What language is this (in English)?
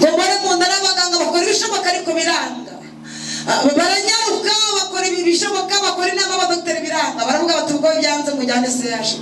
Kinyarwanda